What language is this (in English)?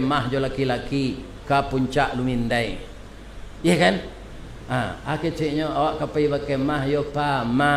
Minangkabau